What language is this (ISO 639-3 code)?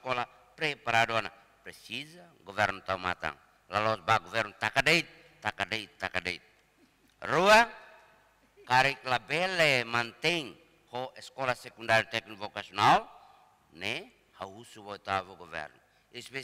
tet